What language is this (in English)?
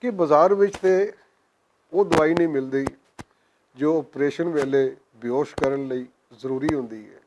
Western Panjabi